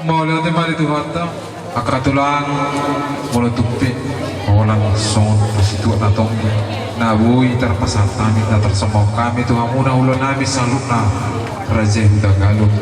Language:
Batak Toba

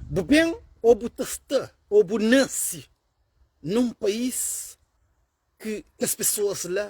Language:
Kabuverdianu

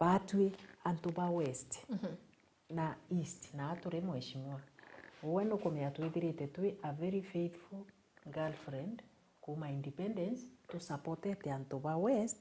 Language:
Meru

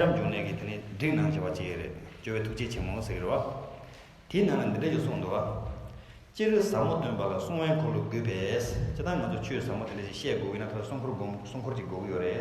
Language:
Tibetan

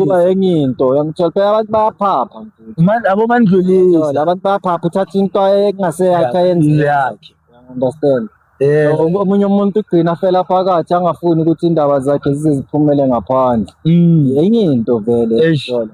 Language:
Zulu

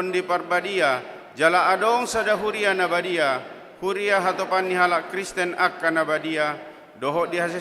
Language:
Batak Toba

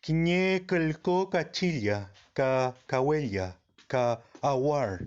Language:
Mapuche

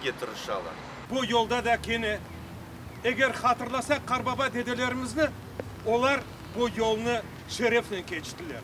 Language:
Crimean Tatar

